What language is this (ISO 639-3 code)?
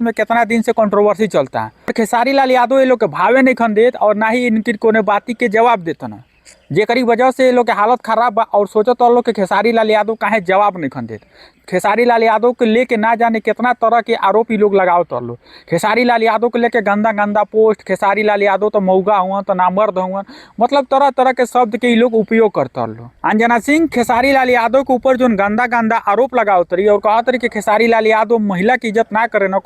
bho